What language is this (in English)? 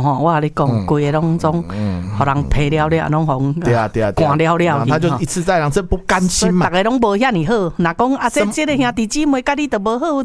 Min Nan Chinese